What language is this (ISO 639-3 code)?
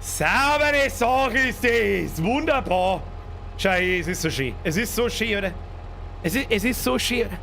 bar